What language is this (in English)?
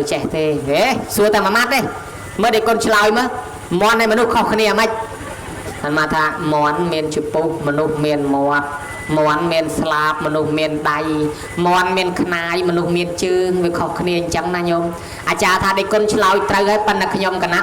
Khmer